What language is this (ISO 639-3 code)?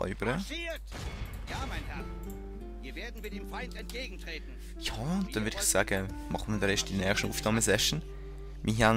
gsw